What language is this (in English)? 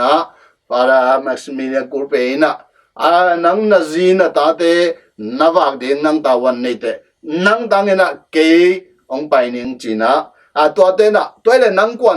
Tedim Chin